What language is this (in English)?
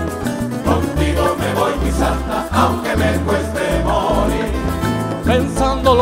Spanish